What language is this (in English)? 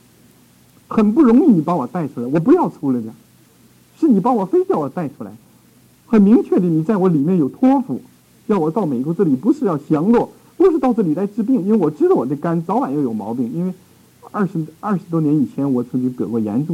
Chinese